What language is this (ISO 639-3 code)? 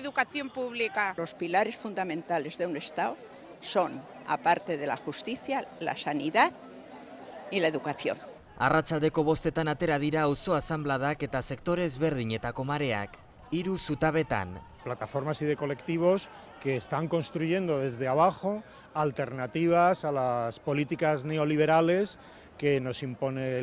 eus